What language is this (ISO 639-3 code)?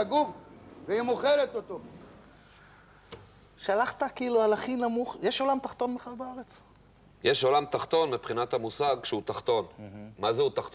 heb